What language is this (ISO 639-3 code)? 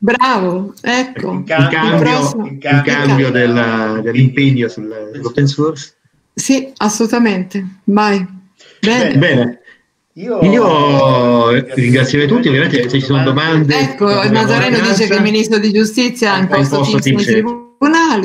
ita